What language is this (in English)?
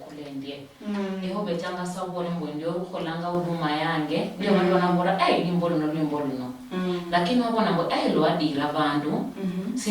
Luyia